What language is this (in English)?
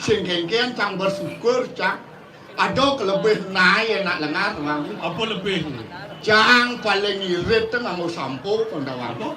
Balinese